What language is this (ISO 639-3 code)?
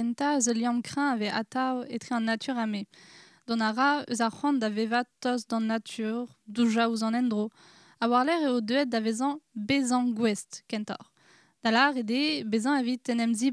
bre